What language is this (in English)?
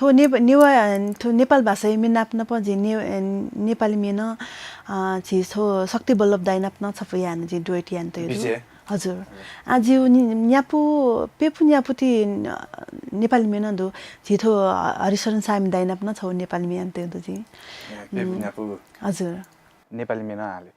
Newari